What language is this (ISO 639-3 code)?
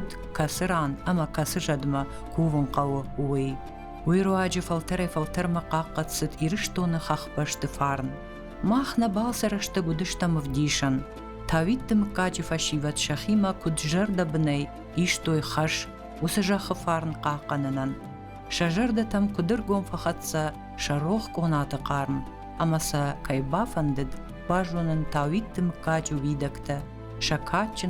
oss